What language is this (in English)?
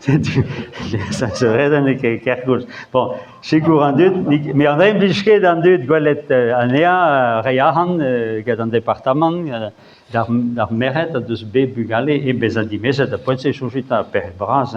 Breton